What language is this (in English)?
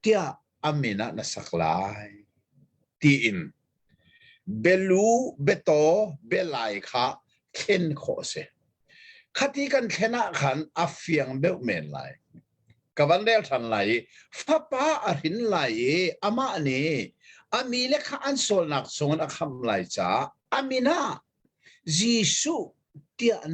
Hakha Chin